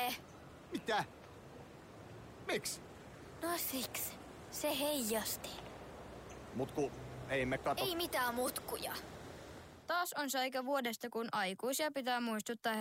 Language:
Finnish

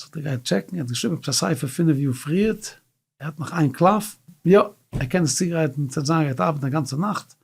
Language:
Yiddish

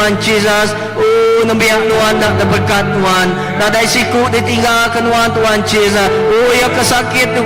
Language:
Iban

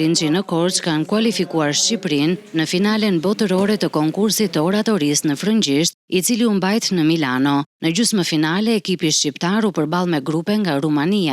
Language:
Albanian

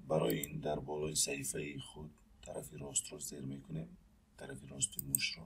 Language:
Tajik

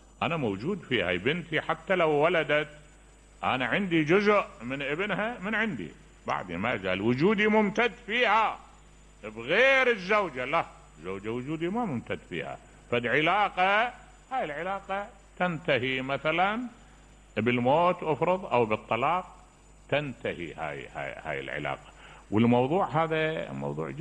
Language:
Mesopotamian Arabic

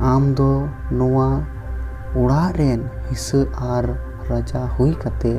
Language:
Santali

